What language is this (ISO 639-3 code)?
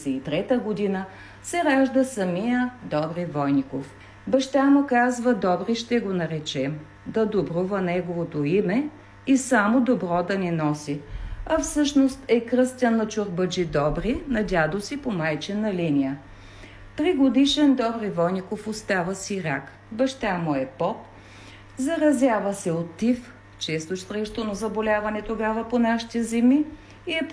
bul